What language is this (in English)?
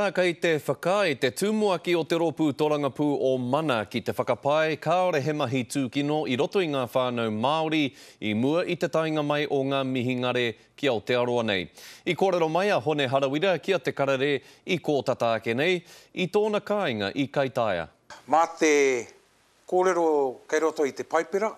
Māori